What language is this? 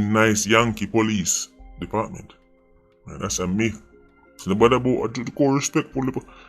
Jamaican Creole English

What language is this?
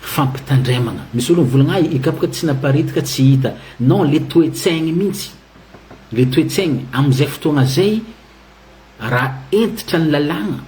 Malagasy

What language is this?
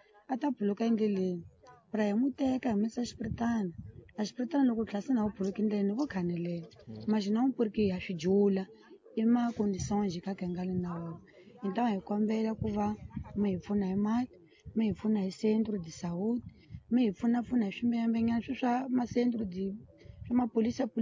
Tsonga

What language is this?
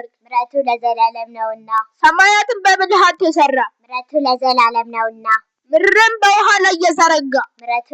Amharic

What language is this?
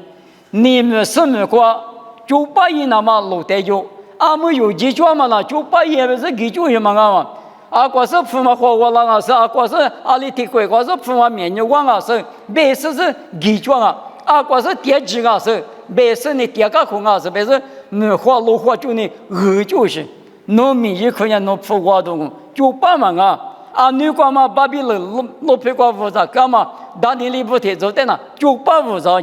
Lisu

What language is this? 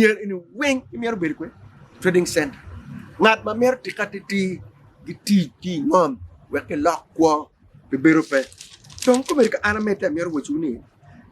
Acoli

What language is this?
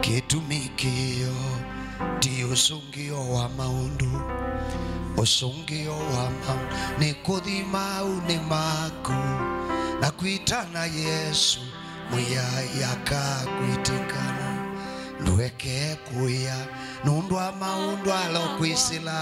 Kamba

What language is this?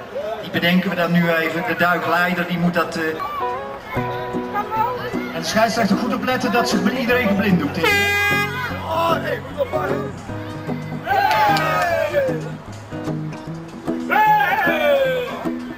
Dutch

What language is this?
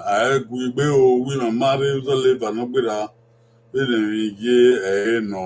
Bini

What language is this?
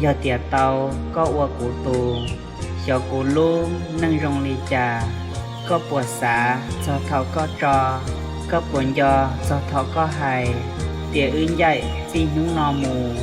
Hmong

